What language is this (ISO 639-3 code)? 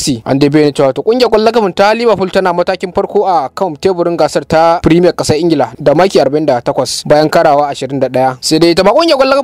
hau